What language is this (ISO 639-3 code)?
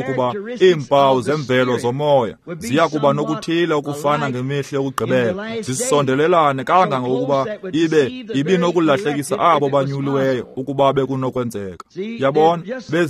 xho